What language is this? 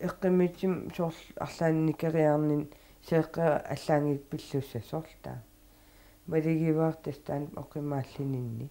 Kalaallisut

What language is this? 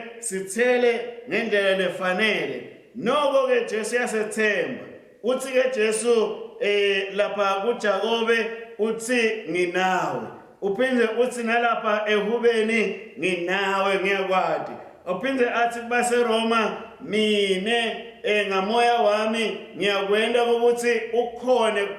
Swati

